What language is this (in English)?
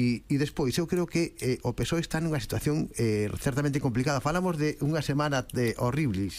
Galician